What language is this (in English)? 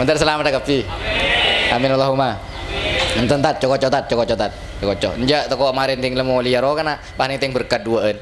Madurese